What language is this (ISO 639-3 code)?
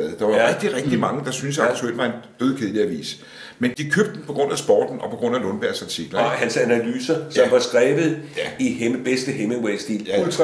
dan